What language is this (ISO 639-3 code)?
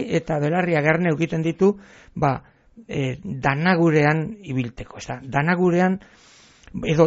eus